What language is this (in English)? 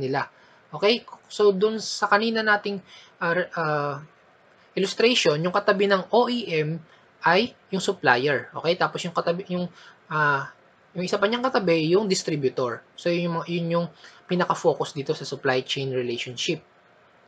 Filipino